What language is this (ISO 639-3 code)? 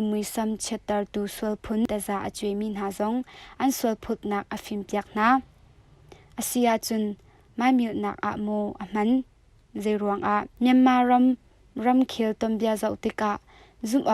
cnh